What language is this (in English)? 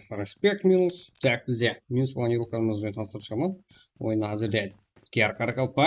Kara-Kalpak